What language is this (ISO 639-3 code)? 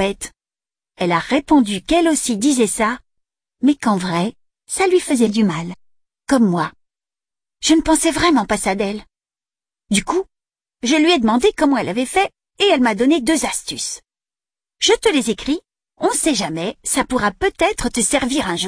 fra